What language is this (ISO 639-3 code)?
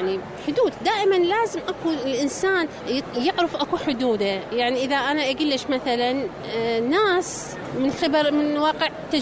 acm